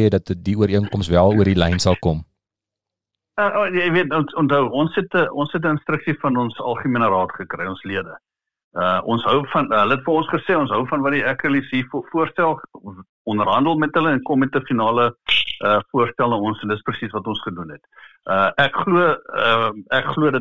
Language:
Afrikaans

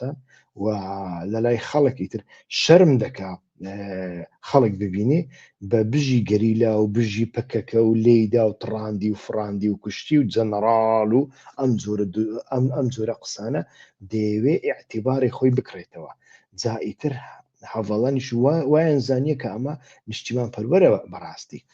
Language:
Central Kurdish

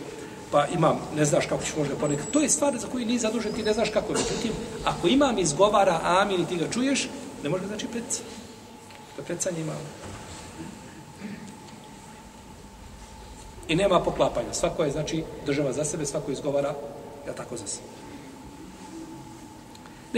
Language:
Bosnian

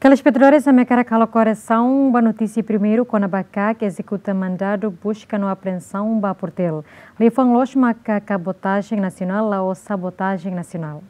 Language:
Tetum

